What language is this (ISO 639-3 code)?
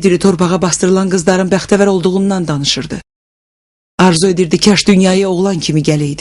aze